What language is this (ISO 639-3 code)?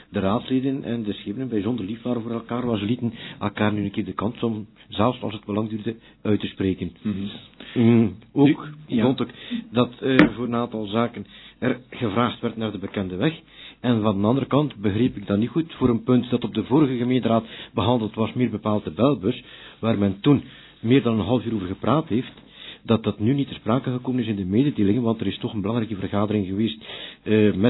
nld